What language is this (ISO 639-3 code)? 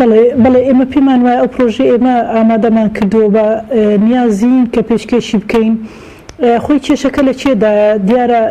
ckb